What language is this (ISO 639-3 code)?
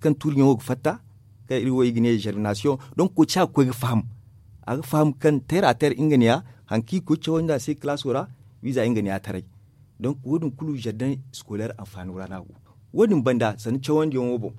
dje